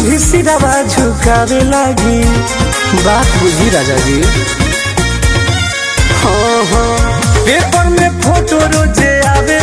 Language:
Bhojpuri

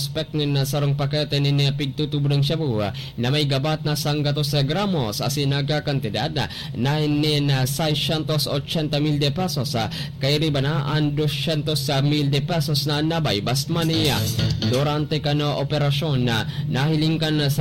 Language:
Bikol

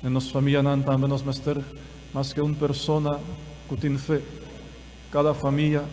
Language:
Papiamento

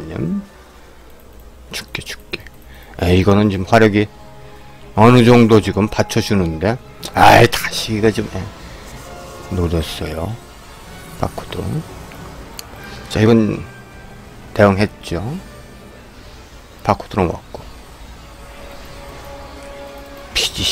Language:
Korean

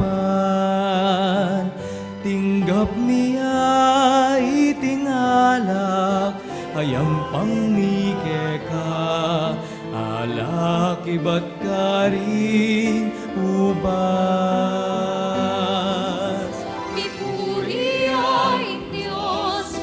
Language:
Pampanga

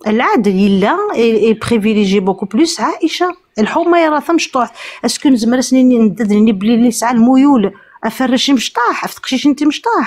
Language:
Kabyle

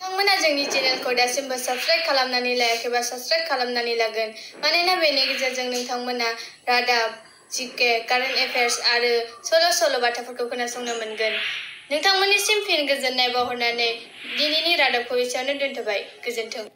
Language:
Bodo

